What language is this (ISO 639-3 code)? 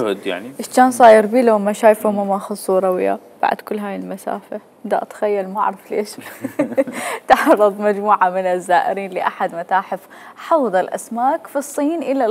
acm